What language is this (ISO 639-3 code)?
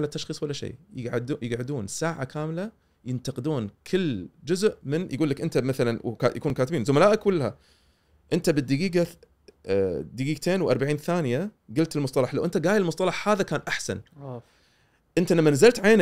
afb